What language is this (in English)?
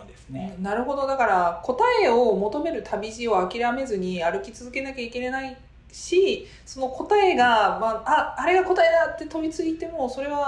Japanese